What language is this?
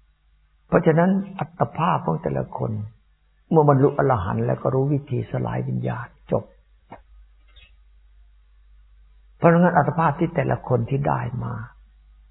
Thai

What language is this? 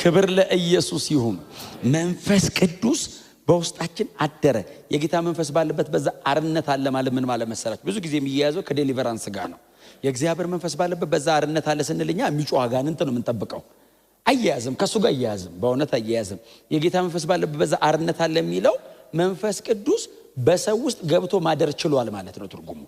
Amharic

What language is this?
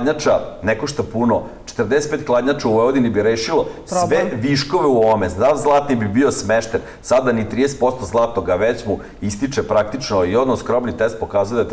Serbian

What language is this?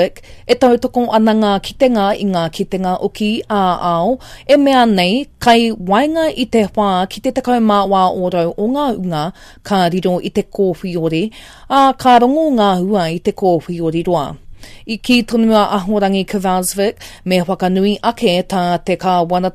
Māori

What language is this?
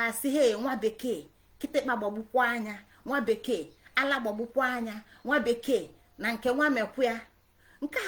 Igbo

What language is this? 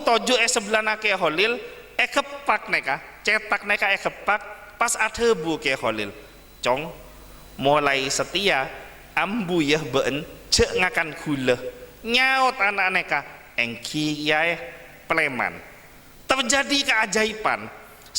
Madurese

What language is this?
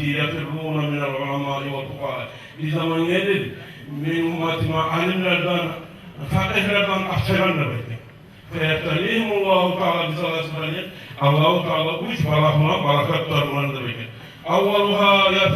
Kumyk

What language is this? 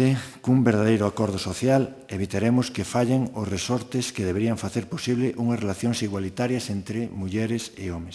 Galician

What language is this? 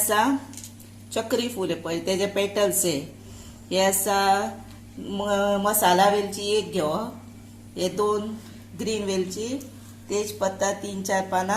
Konkani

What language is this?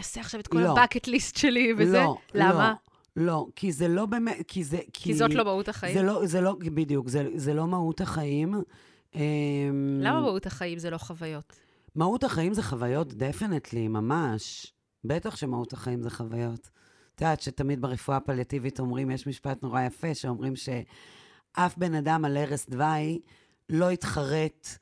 Hebrew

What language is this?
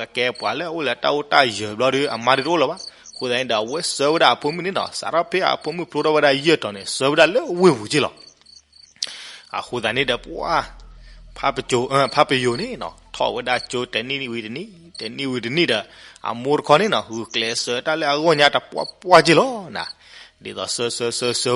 S'gaw Karen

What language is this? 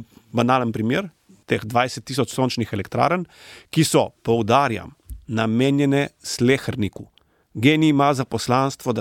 Slovenian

